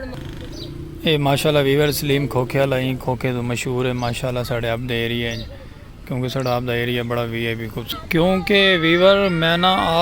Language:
Saraiki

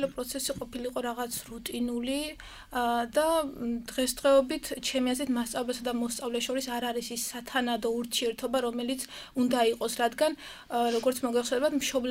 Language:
Georgian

